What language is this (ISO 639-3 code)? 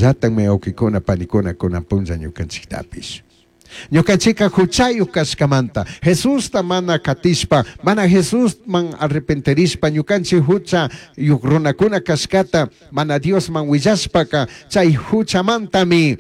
qug